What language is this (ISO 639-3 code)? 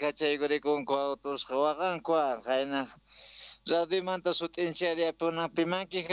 quh